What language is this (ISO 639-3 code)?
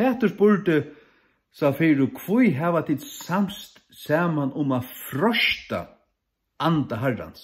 fao